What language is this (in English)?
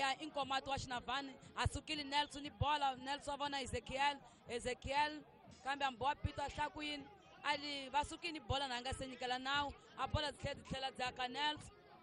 Tsonga